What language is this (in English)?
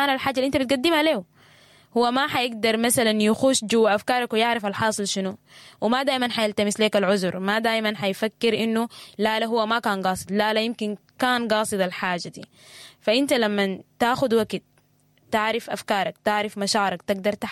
Sudanese Arabic